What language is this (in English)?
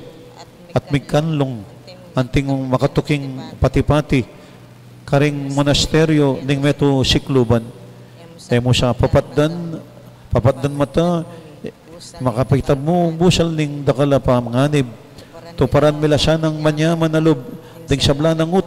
Pampanga